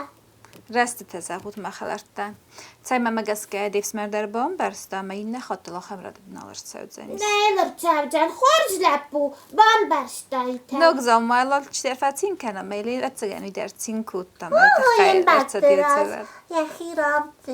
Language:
Ossetic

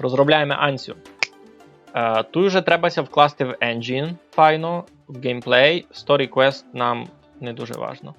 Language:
Rusyn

